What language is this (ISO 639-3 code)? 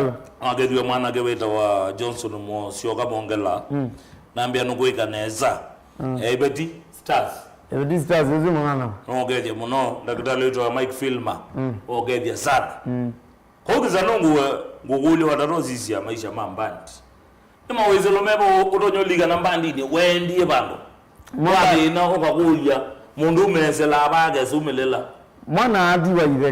kam